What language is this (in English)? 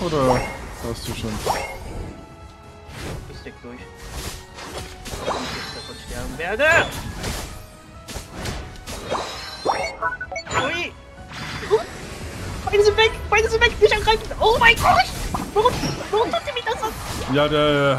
German